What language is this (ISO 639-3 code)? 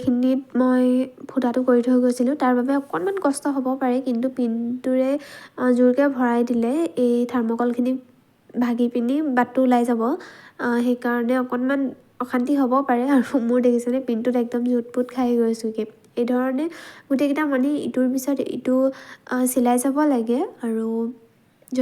asm